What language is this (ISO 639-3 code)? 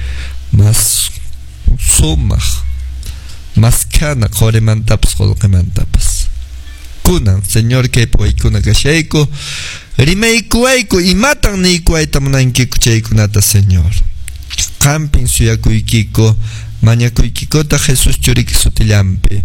que